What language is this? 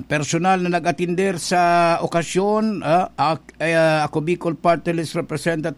Bikol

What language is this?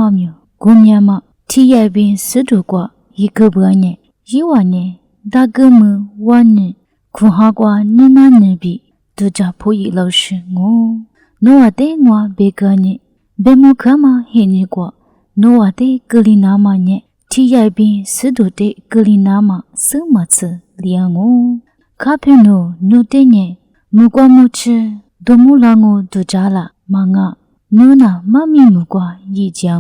Lisu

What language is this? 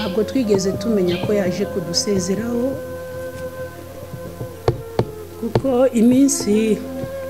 Kinyarwanda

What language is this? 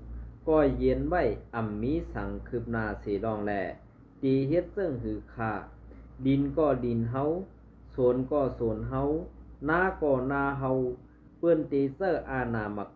Shan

